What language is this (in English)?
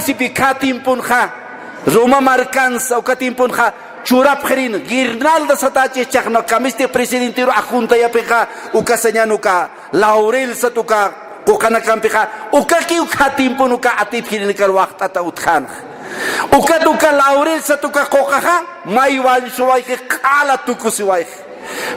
Aymara